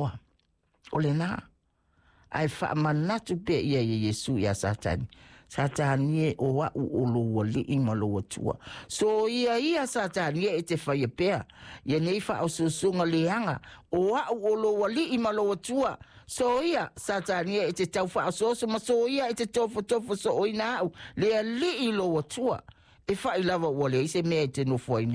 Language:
Samoan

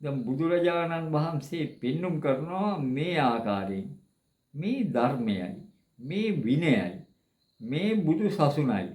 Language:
Sinhala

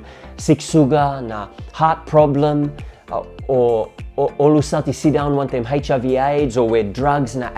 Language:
Tok Pisin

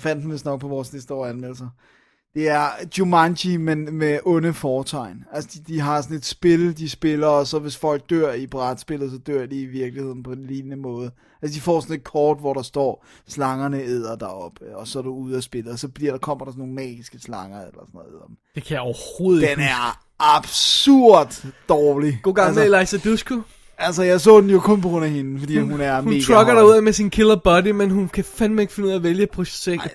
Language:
Danish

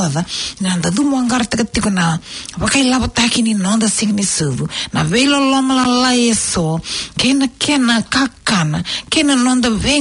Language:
Fijian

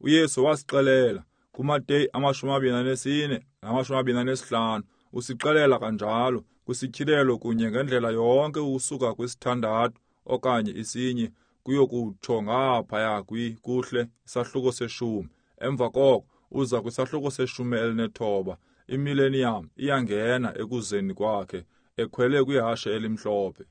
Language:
Xhosa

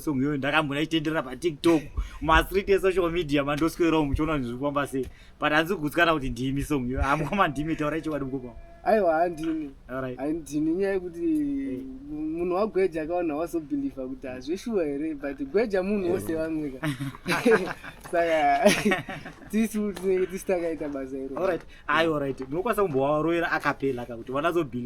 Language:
Shona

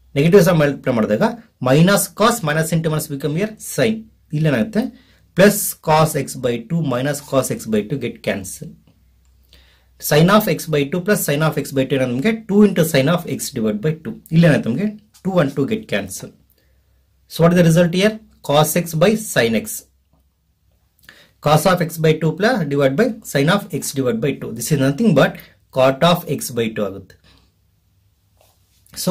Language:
Kannada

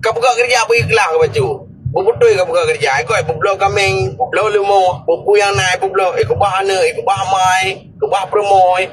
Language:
Achinese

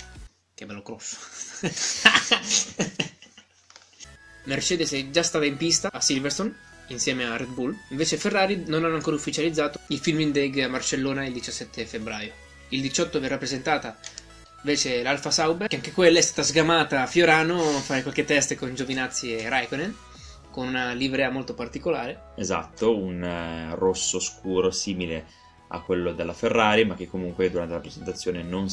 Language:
Italian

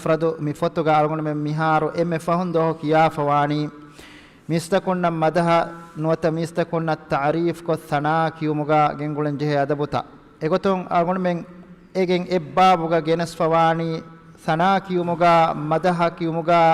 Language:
Divehi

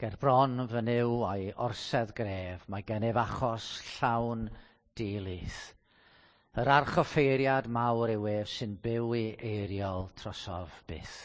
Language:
Welsh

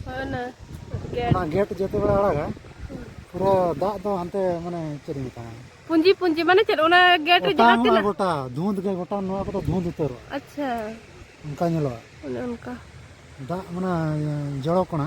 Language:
Santali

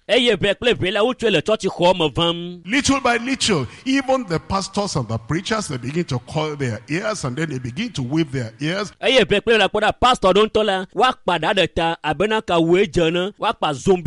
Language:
Ewe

